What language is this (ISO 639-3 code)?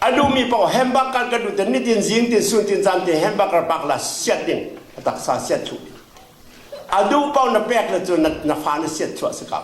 cfm